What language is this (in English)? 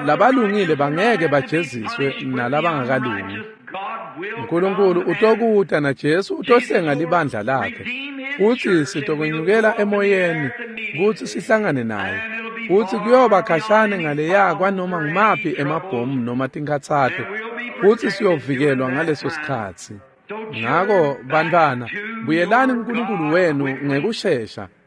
Swati